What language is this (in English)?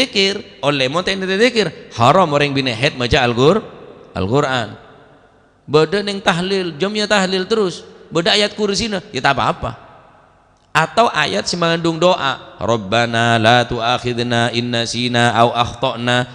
Madurese